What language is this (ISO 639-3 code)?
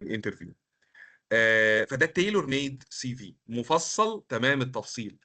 arz